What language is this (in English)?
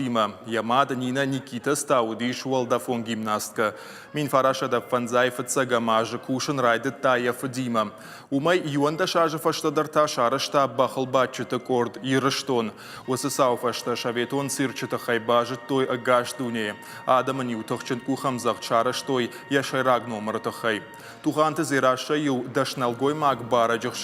Ossetic